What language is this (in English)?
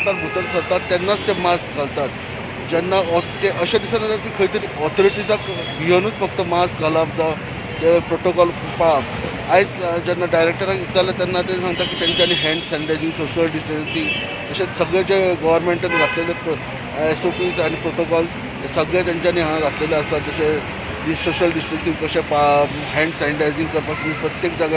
Konkani